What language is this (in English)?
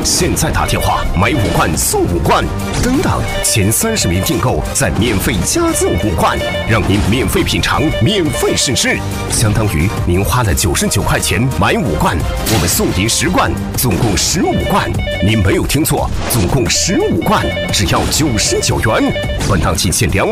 Chinese